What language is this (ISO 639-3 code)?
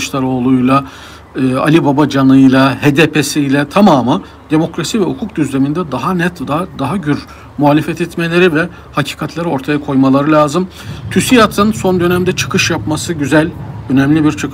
tur